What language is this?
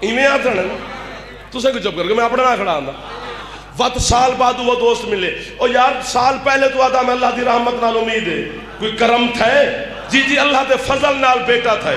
Saraiki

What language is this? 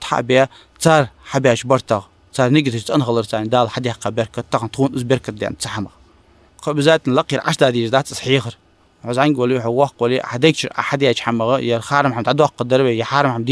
Ingush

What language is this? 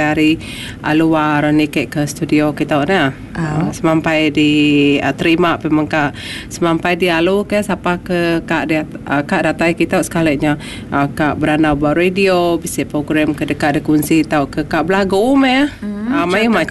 Iban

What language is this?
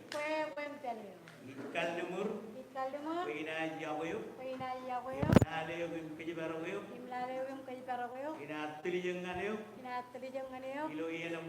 Marshallese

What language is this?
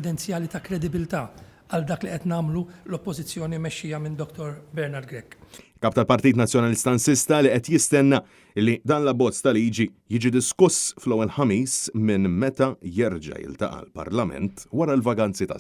Maltese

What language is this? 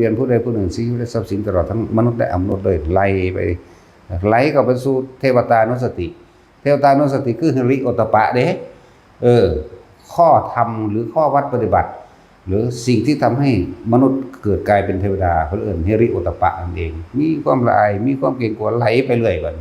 Northeastern Thai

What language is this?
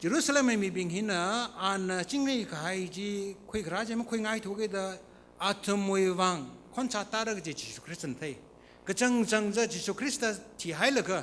Tangkhul Naga (India)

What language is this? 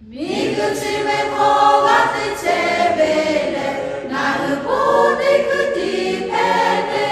Lahu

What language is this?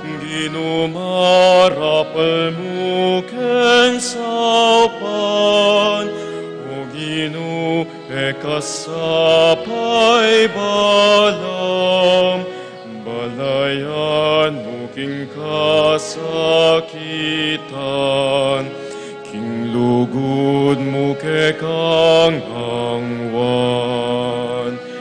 Pampanga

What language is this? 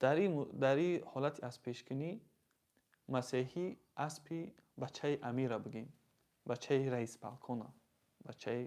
Tajik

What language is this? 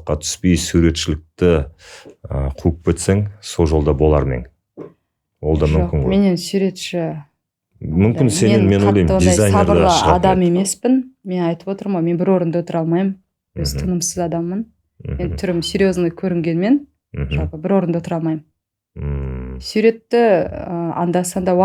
Kazakh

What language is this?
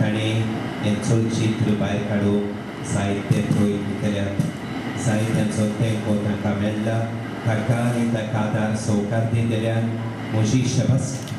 Konkani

